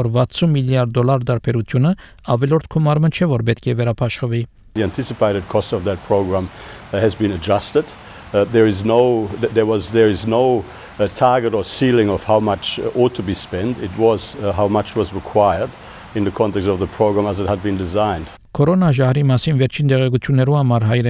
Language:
Armenian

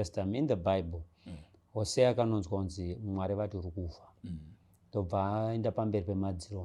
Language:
Shona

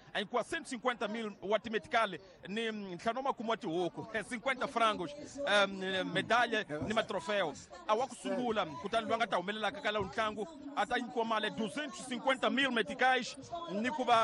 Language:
Tsonga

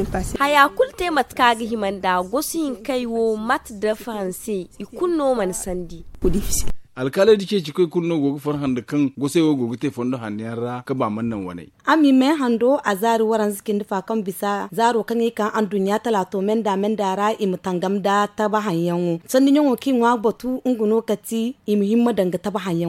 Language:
Zarma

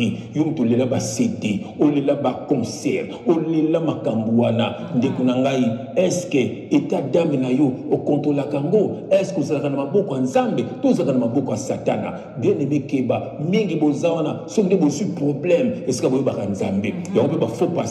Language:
Lingala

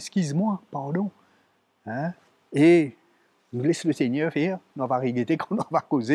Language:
Morisyen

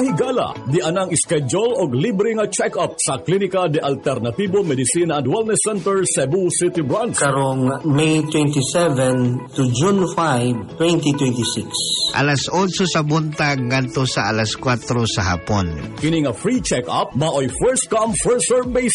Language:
Cebuano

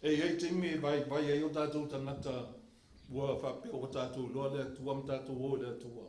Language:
Samoan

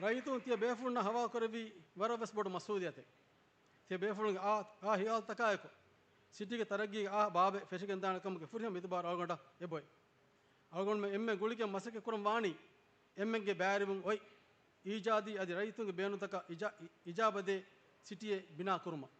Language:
Divehi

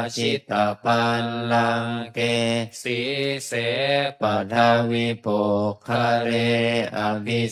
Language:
Pali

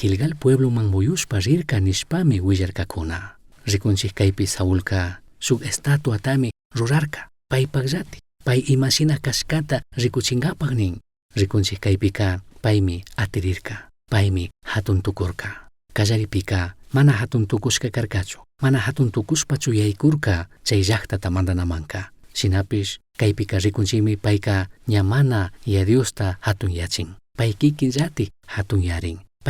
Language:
Chimborazo Highland Quichua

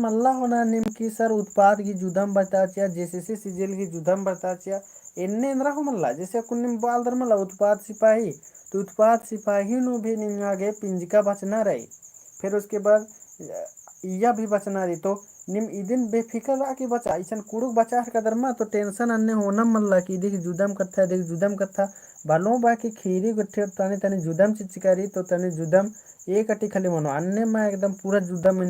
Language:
Kurukh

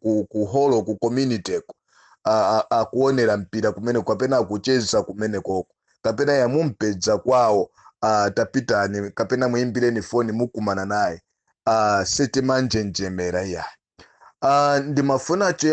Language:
Nyanja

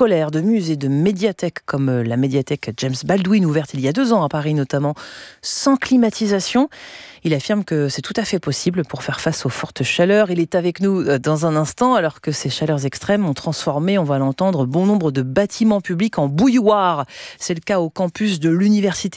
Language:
French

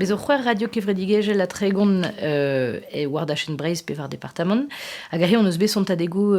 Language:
Breton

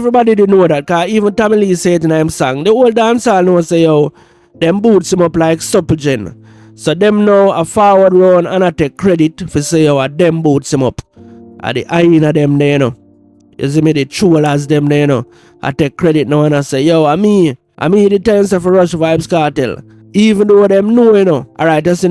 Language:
Jamaican Creole English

